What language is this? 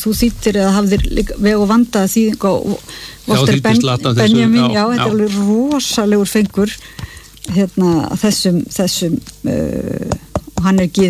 Icelandic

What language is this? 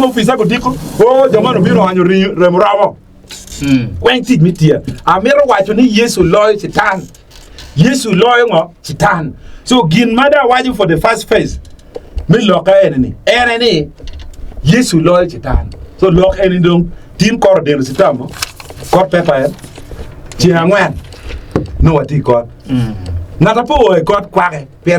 Acoli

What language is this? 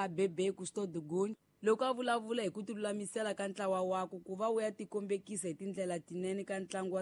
Tsonga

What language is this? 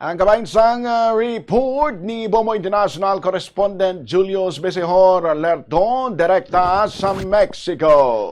Hiligaynon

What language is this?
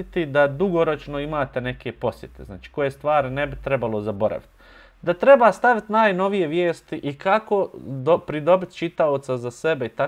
Bosnian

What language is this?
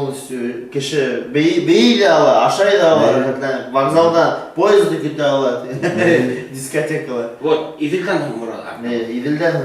Bashkir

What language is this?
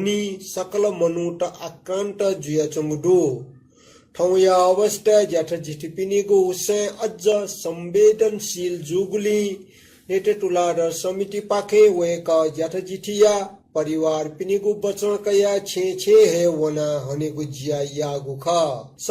Newari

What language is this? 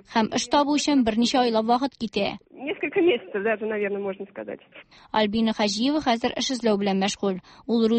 Tatar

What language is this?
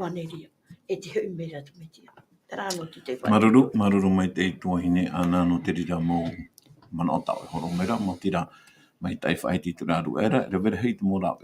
Tahitian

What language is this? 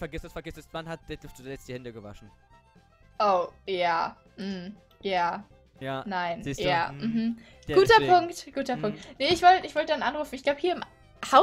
German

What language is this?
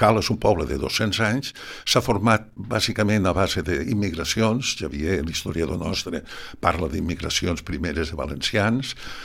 Catalan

